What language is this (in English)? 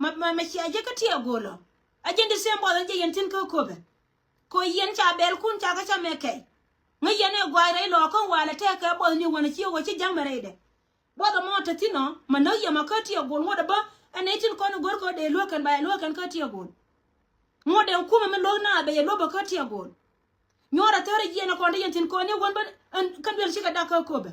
Nuer